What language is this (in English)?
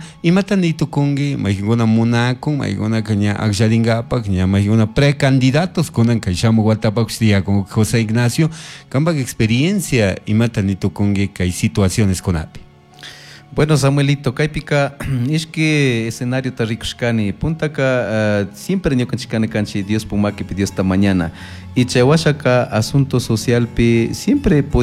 Chimborazo Highland Quichua